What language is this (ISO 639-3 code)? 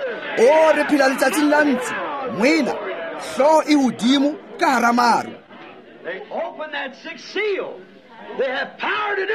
tsn